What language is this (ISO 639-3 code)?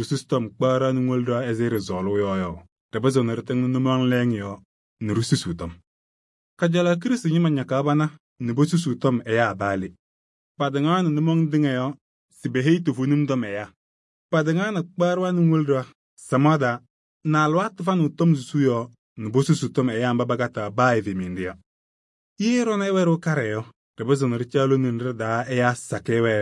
kbp